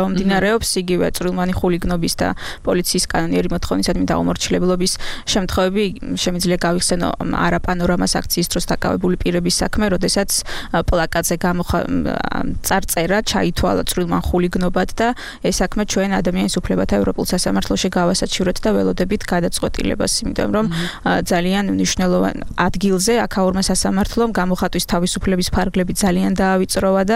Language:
Georgian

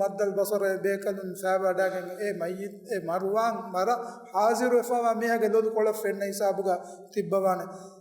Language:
Divehi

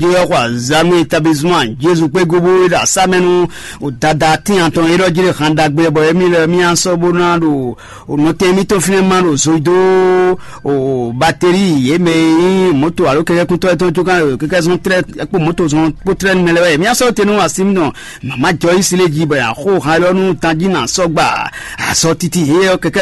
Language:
Fon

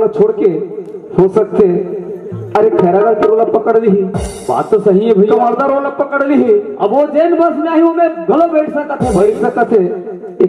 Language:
Chhattisgarhi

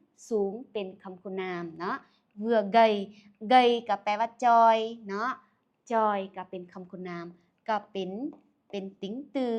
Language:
Lao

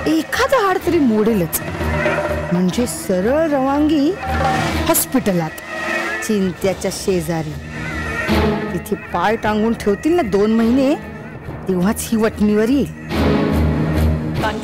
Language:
Marathi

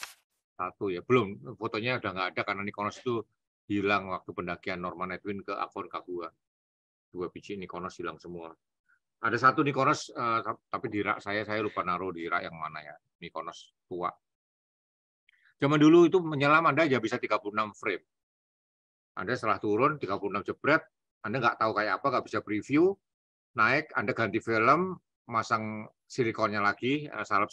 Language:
Indonesian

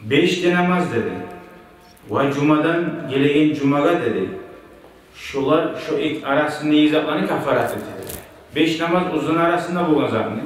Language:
Kumyk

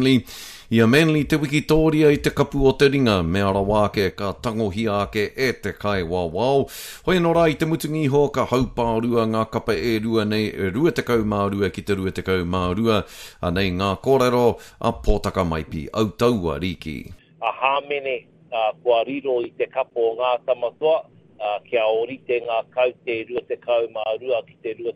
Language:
Māori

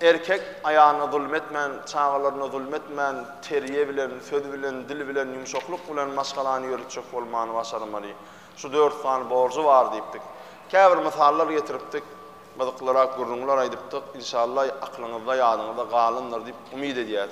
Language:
Turkmen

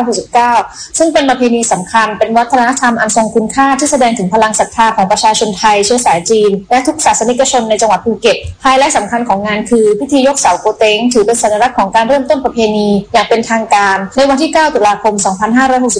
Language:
Thai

